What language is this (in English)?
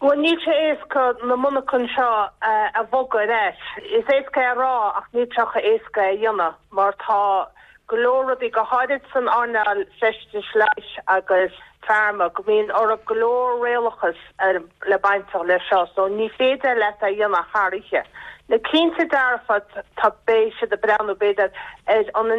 Irish